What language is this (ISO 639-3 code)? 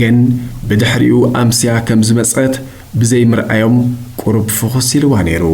tir